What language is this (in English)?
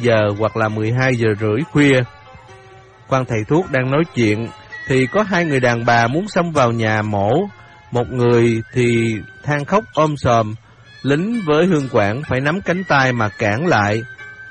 Vietnamese